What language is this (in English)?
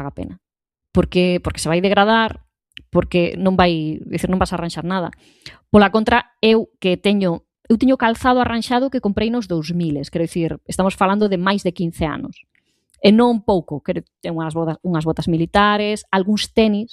Galician